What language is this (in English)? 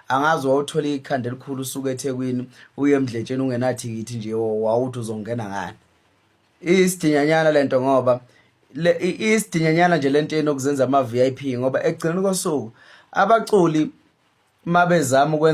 Zulu